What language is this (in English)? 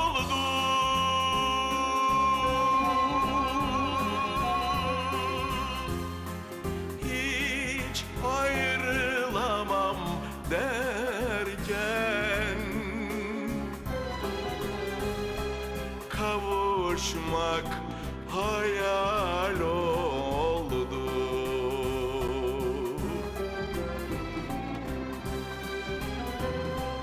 Turkish